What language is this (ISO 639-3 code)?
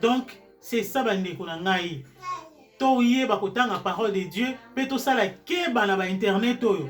lin